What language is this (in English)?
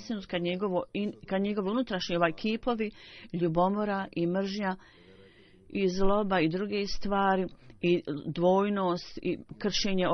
Bosnian